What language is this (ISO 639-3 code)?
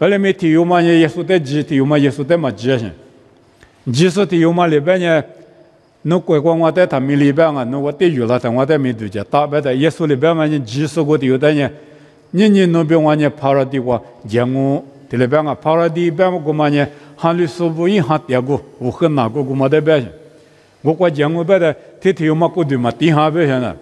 lis